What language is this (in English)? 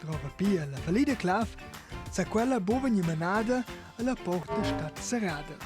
Romansh